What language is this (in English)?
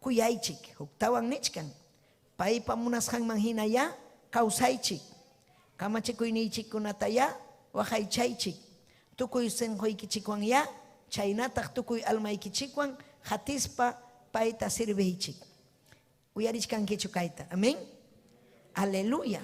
Ayacucho Quechua